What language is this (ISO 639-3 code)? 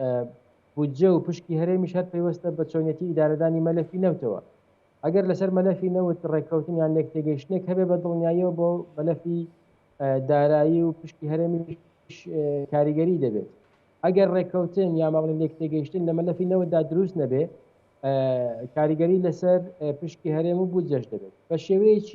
ckb